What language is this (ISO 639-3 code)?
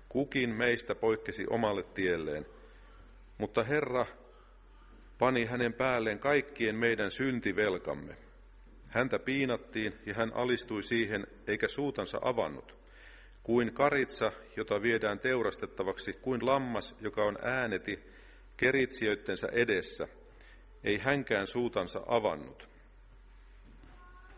fin